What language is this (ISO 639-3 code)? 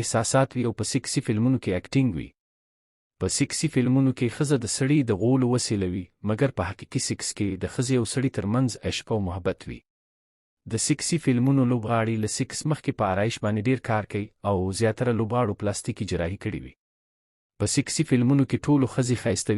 pus